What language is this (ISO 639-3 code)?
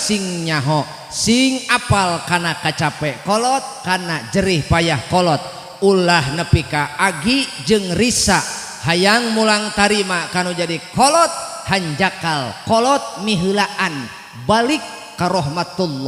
sun